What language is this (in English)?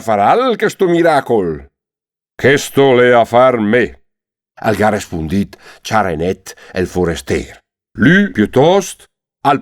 Lombard